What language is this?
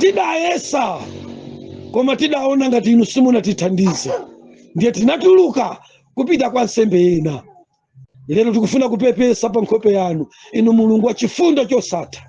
Nyanja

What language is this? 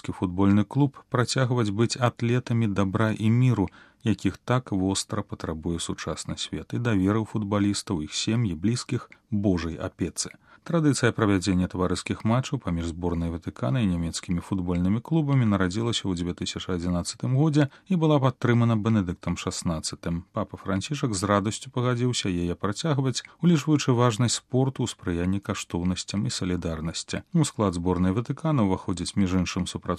Belarusian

